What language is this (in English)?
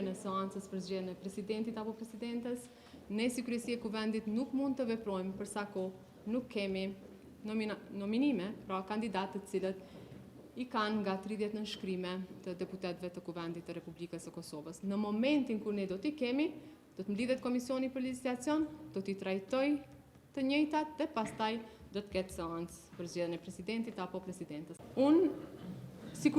Albanian